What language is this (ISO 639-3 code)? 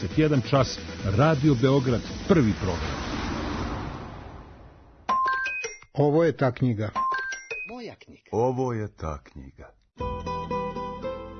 srp